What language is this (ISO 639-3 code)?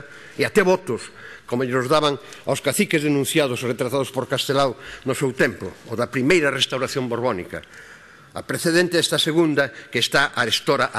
glg